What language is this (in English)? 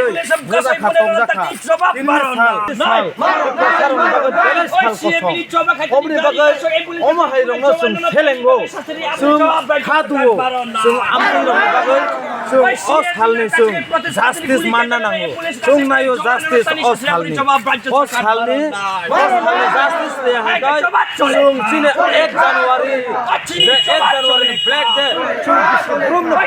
Kok Borok